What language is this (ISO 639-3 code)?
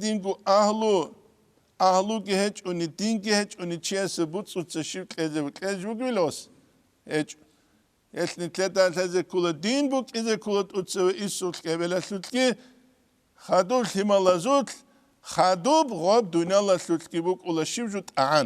ava